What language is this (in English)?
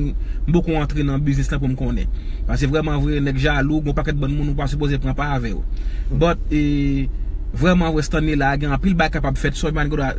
Haitian Creole